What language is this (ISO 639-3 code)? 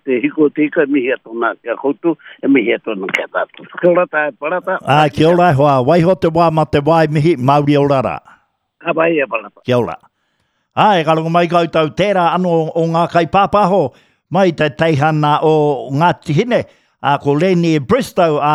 mri